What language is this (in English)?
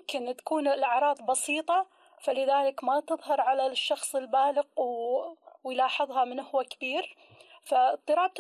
Gulf Arabic